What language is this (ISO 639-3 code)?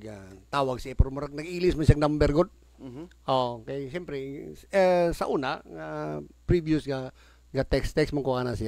ceb